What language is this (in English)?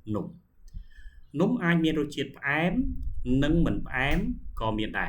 Khmer